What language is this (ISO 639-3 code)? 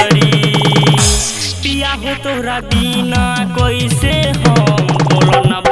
bho